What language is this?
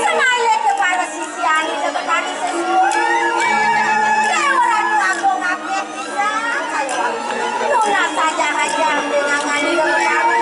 Balinese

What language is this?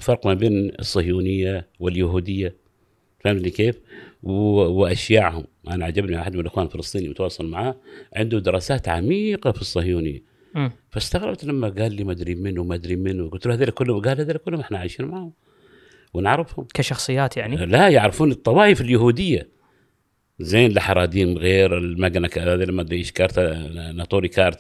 Gulf Arabic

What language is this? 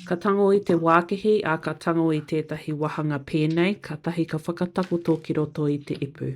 Māori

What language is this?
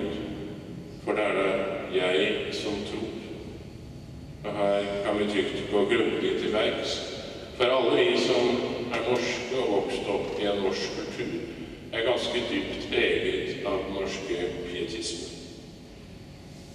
Norwegian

